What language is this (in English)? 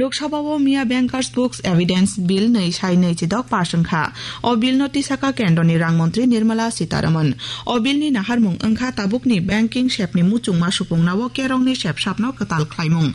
Kok Borok